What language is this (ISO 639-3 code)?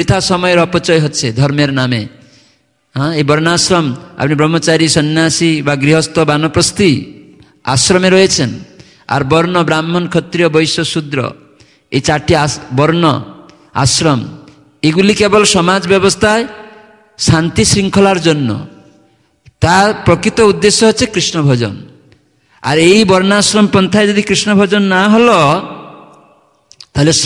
ben